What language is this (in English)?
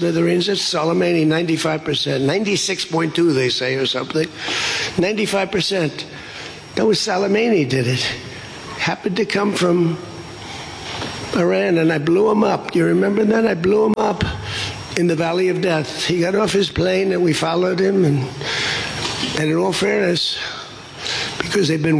English